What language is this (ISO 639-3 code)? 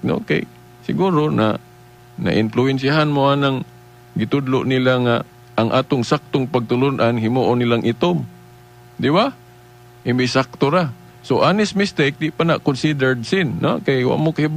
ceb